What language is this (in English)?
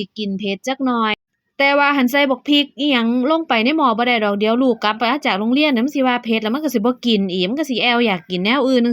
Northeastern Thai